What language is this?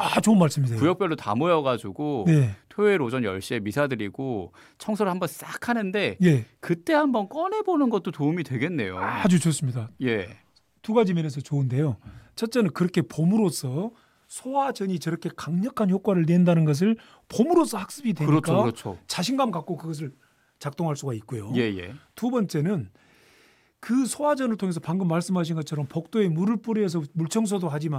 Korean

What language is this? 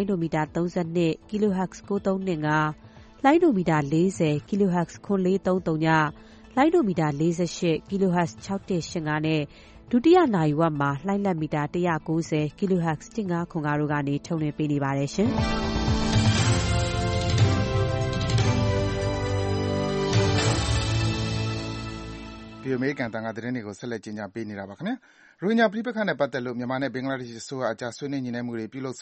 Burmese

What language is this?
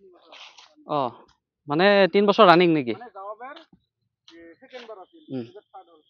Assamese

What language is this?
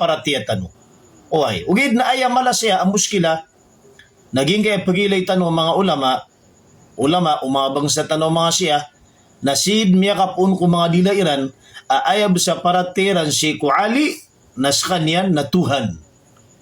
Maranao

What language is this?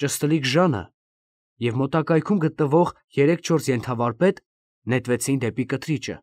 Armenian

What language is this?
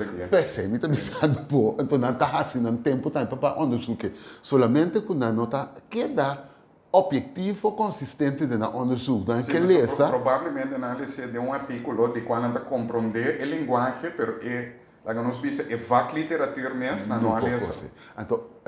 Papiamento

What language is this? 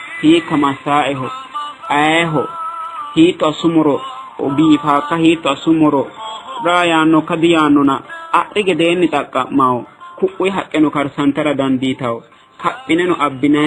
Sidamo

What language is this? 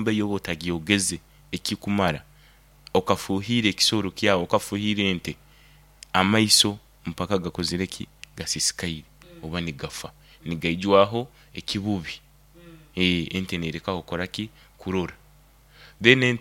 Nyoro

